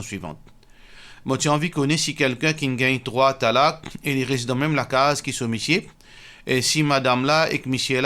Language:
Morisyen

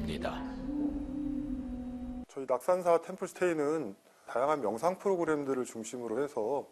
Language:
Korean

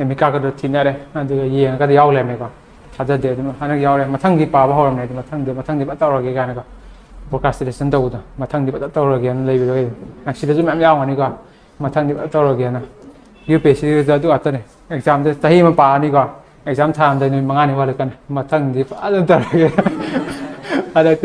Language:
Manipuri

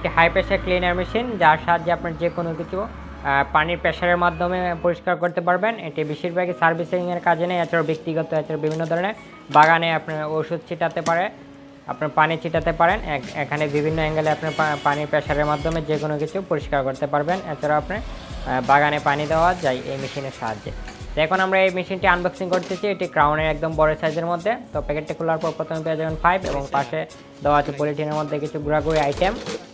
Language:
Bangla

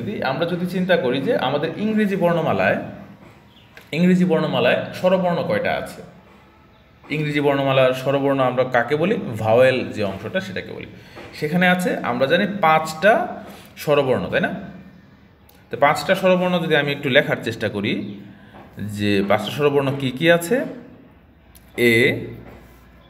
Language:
Bangla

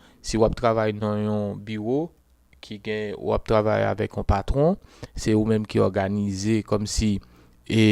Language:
Haitian Creole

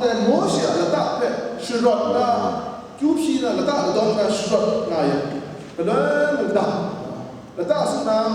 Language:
Kachin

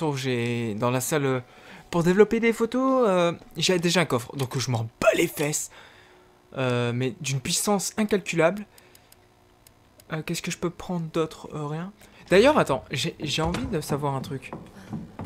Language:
French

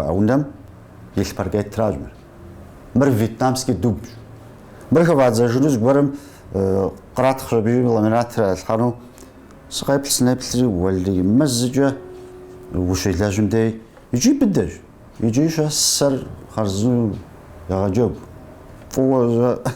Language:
Kabardian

